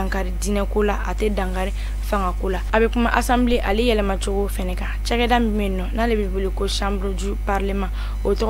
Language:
Bambara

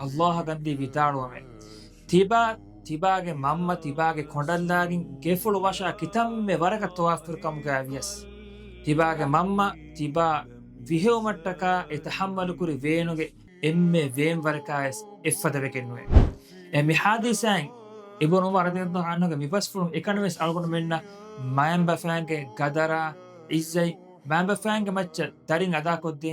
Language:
Divehi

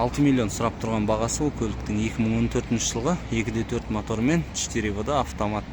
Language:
Kazakh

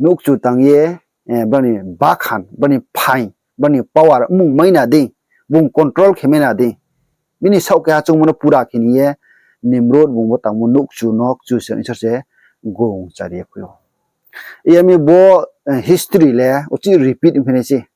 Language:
Riang (India)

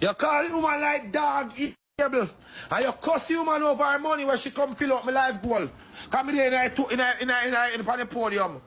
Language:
Jamaican Creole English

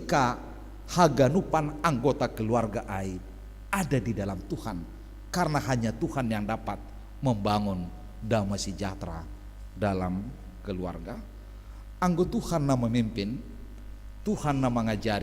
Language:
Batak Simalungun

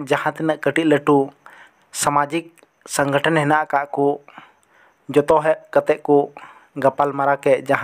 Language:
Santali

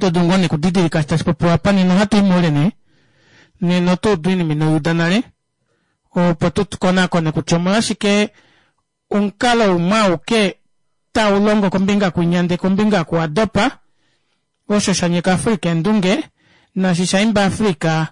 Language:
Kuanyama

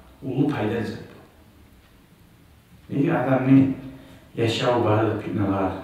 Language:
Kumyk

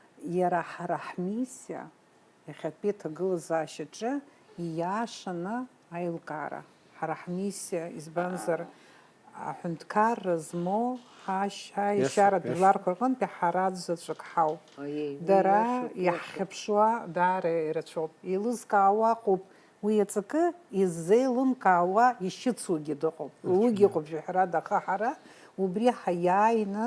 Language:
Abkhazian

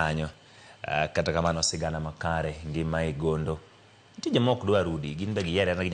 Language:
Luo (Kenya and Tanzania)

